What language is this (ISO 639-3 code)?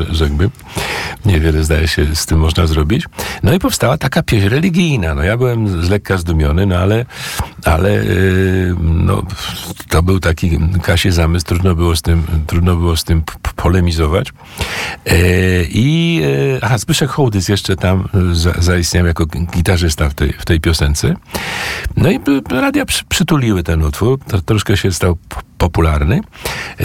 pol